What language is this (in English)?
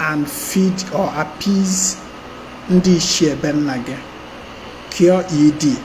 Igbo